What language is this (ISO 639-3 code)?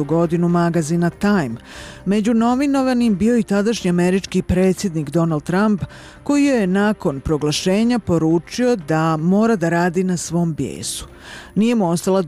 bos